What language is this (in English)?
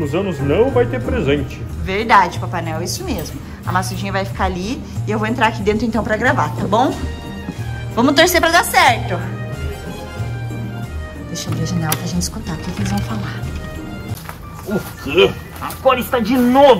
Portuguese